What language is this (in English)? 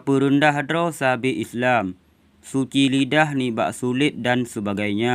Achinese